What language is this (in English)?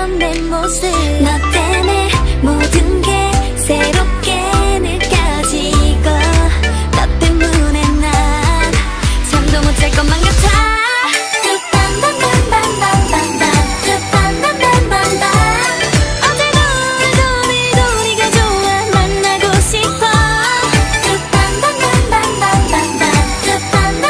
Korean